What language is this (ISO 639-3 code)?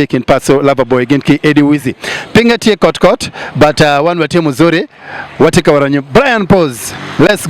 ach